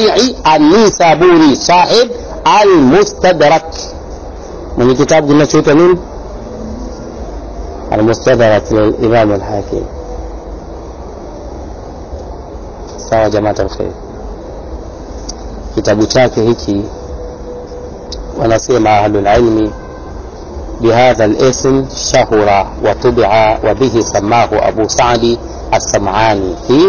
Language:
Swahili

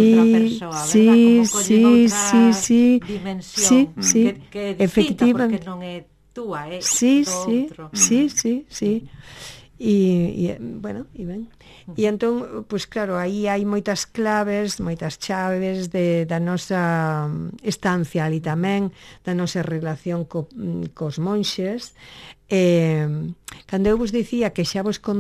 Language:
Galician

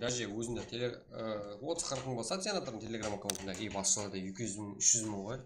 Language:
Kara-Kalpak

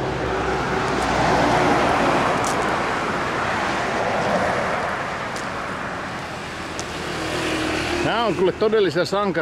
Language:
Finnish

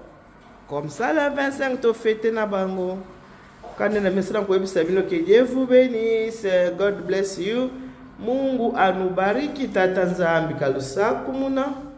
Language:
Lingala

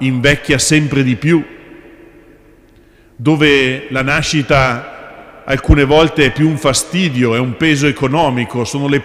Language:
Italian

